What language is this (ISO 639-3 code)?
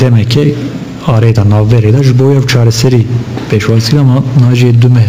kur